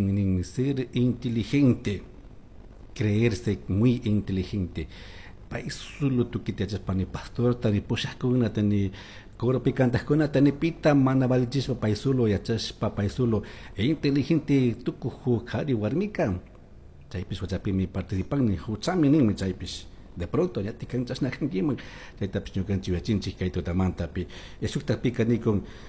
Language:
Chimborazo Highland Quichua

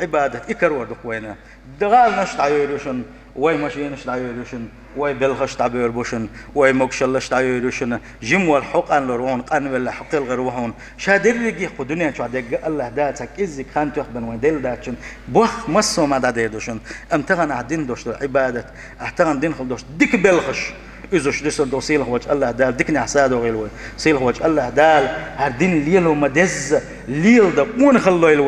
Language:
Chechen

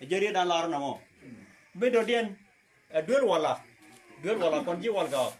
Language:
Nuer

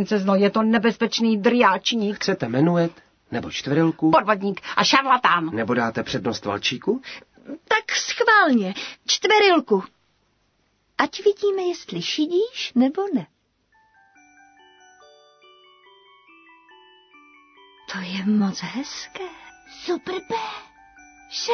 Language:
Czech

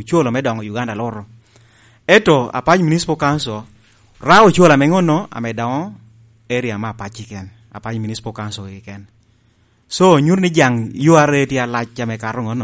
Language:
Lango (Uganda)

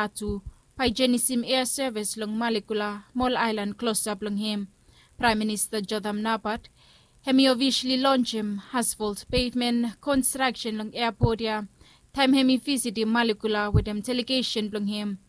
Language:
Bislama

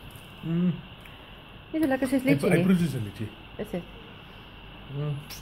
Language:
Afrikaans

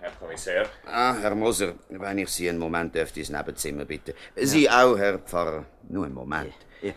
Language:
Swiss German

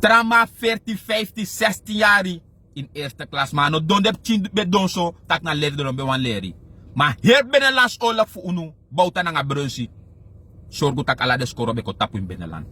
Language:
Sranan Tongo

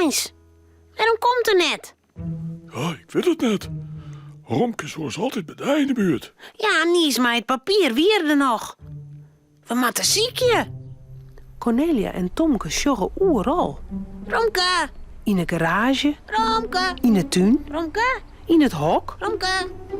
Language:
Western Frisian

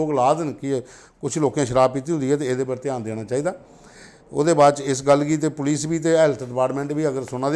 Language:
Dogri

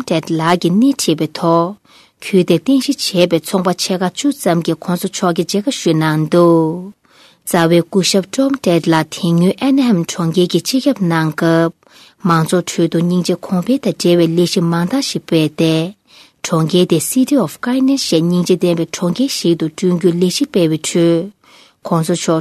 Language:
Tibetan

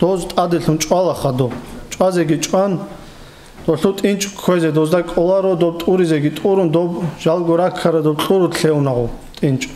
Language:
Avaric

